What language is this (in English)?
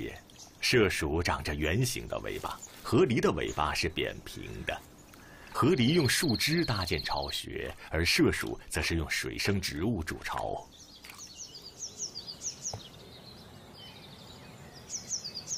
Chinese